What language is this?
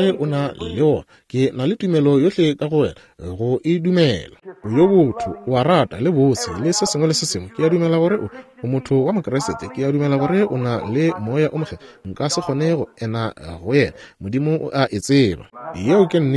Northern Sotho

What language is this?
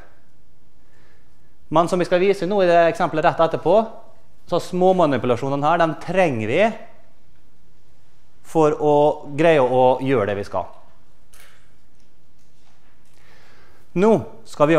Norwegian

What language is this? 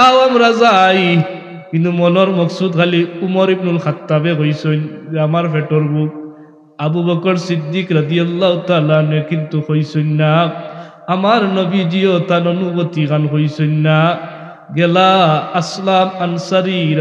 Sylheti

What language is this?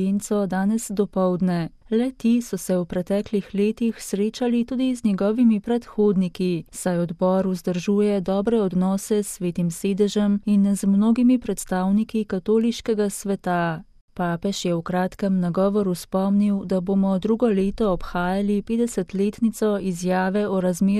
Slovenian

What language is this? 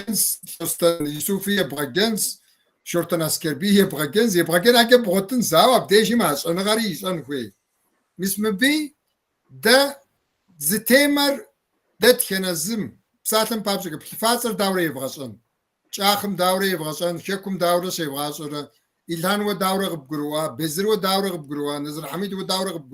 Kabardian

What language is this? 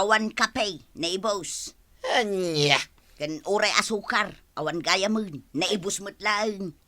Iloko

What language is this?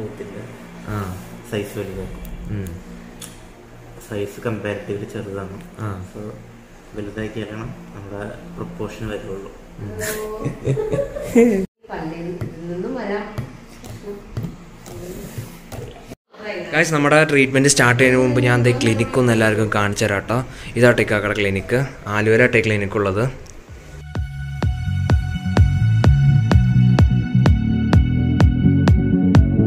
Malayalam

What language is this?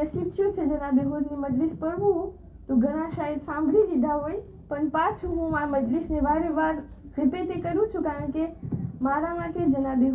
Gujarati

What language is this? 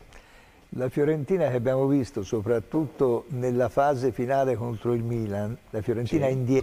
Italian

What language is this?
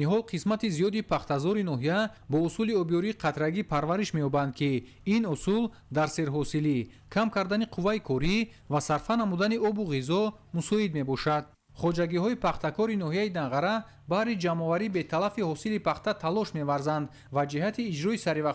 Tajik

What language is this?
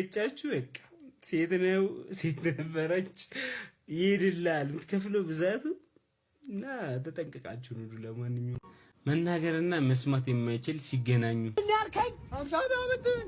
Amharic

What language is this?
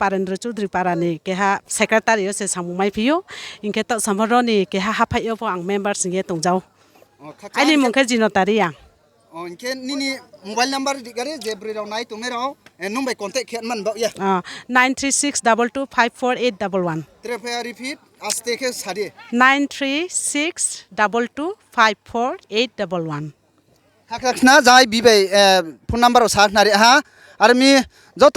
Riang (India)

